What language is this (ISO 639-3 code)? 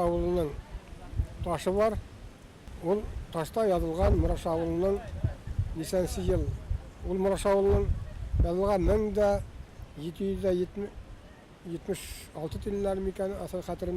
bak